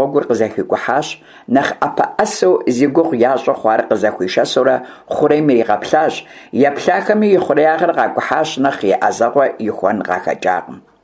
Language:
Kabardian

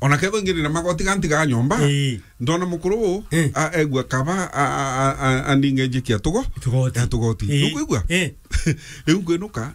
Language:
Meru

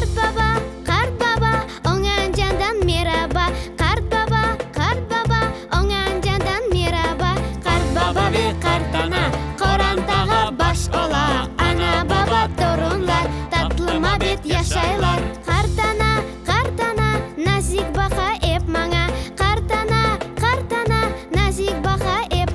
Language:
Crimean Tatar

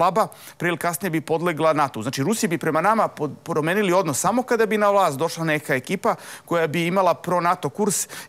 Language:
Serbian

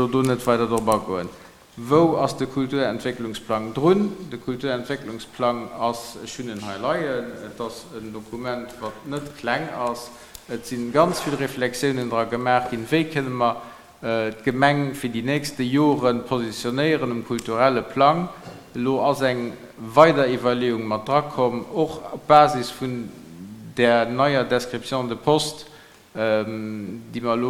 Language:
Luxembourgish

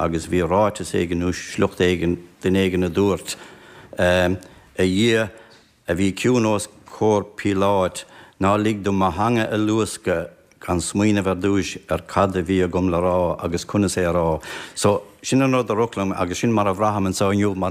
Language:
Irish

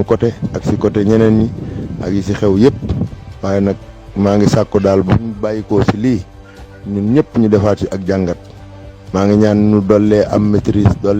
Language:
Wolof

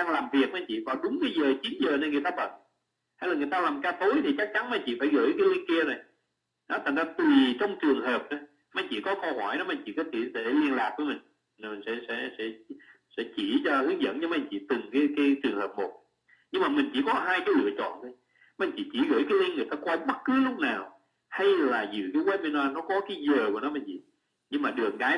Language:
Vietnamese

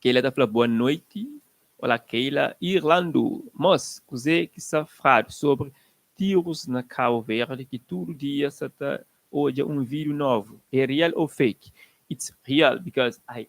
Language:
Kabuverdianu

